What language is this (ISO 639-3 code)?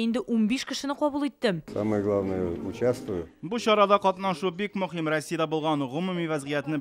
tat